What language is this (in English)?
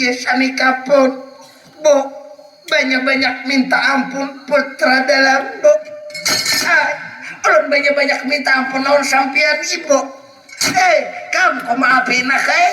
Banjar